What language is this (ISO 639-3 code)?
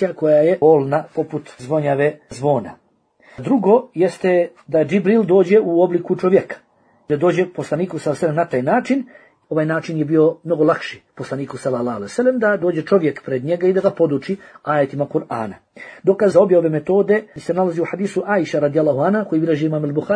bos